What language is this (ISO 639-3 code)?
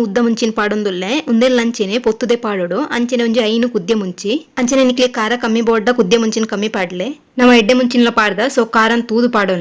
tcy